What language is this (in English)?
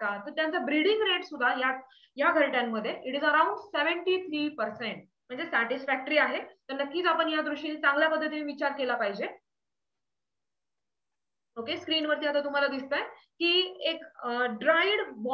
Marathi